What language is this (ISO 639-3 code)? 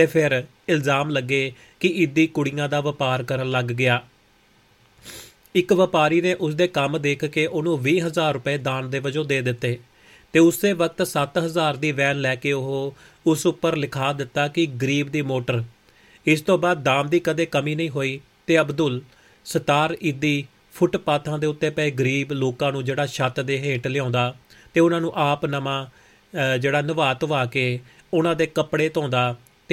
pan